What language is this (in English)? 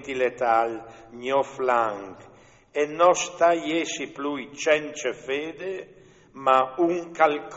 Friulian